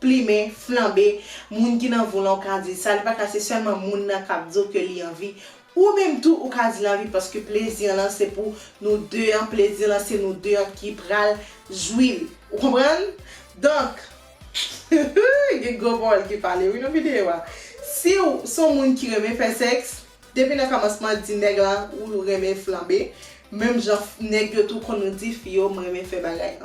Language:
Haitian Creole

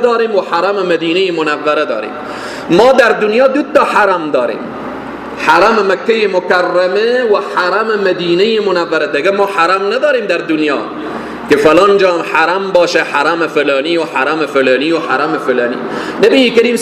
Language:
Persian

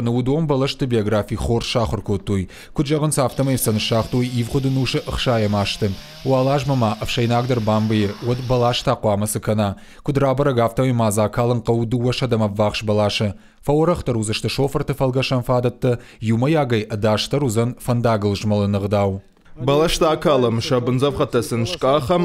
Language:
Ossetic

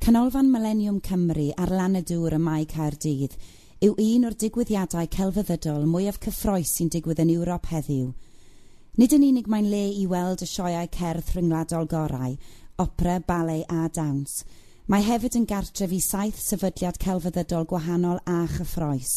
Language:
Welsh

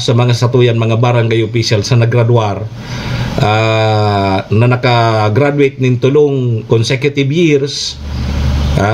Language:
Bikol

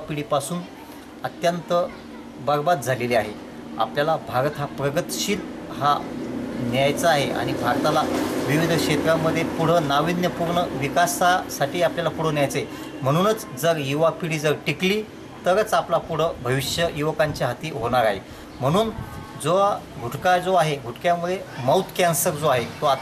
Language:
Marathi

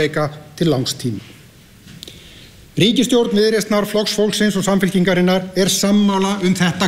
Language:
Icelandic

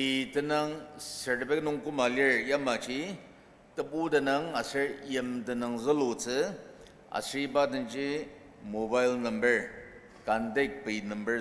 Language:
Ao Naga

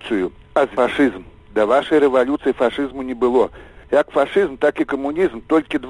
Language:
Belarusian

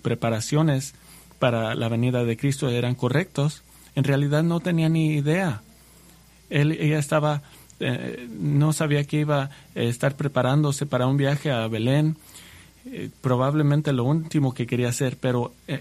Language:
Spanish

